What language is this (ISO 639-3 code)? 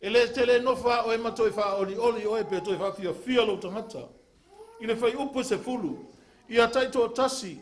smo